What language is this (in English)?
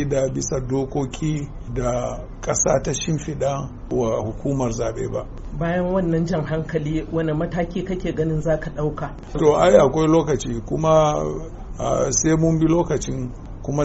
Hausa